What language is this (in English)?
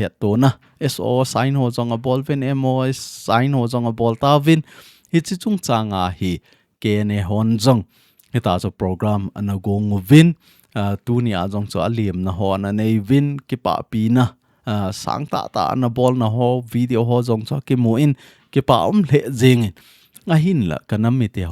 Thado Chin